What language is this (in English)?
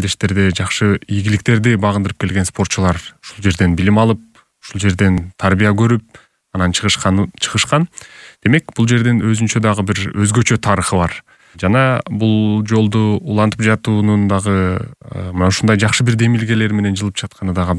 Kyrgyz